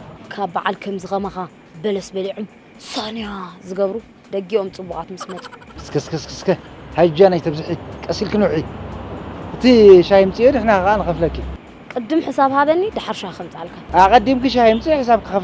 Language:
Tigrinya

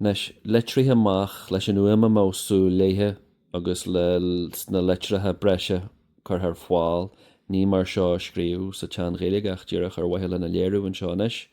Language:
Irish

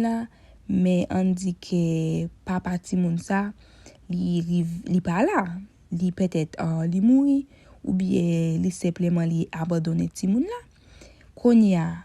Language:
Haitian Creole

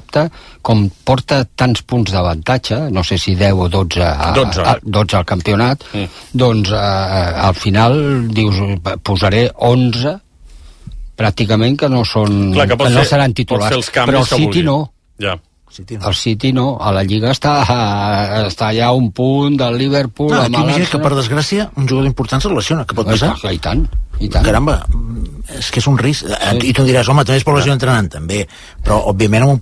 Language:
Catalan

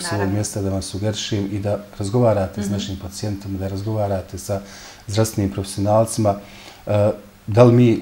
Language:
Bosnian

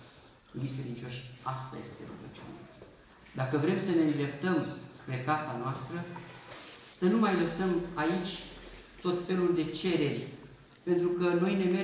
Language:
Romanian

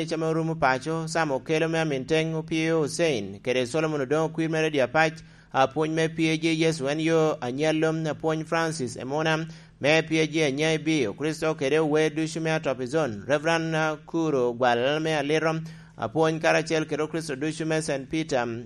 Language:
Lango (Uganda)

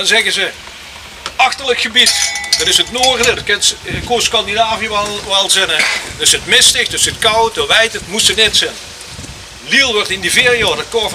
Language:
Limburgish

